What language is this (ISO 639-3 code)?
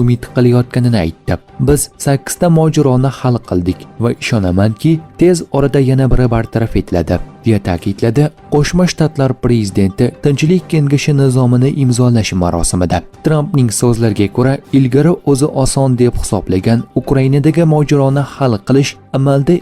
uzb